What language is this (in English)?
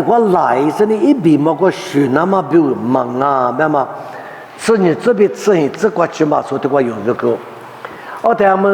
Lisu